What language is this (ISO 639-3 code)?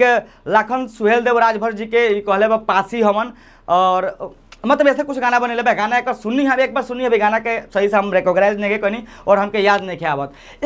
bho